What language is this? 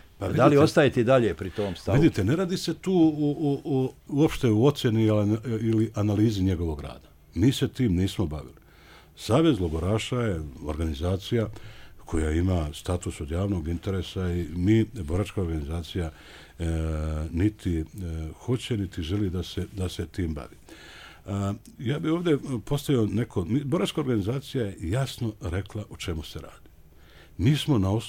Bosnian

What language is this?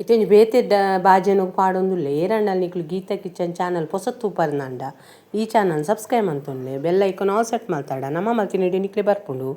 Tulu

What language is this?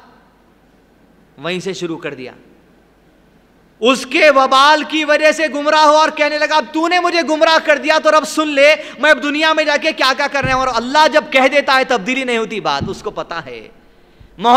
Urdu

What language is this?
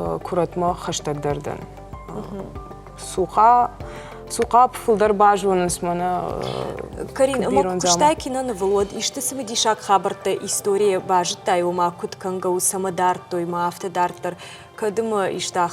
Ossetic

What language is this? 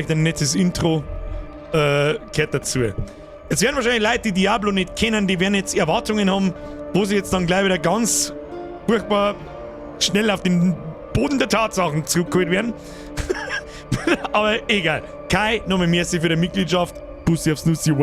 Bavarian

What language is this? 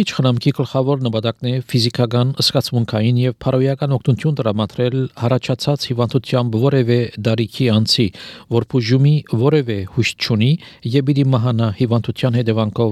Armenian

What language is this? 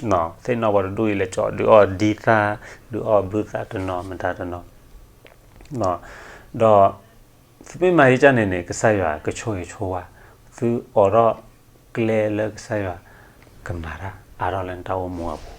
S'gaw Karen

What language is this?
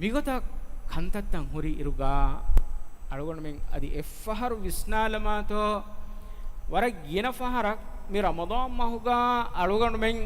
Divehi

